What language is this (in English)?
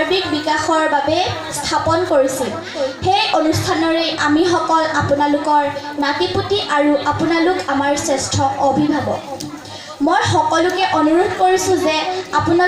Assamese